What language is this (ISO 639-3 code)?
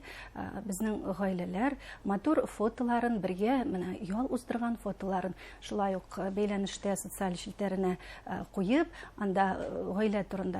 bak